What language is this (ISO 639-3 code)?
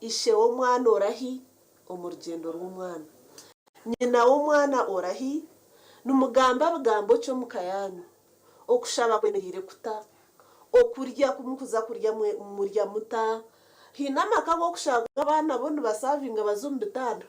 nyn